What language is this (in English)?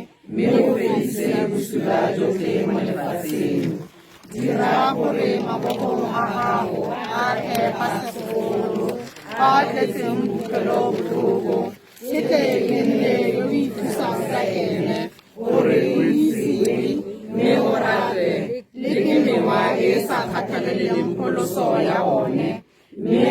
Tswana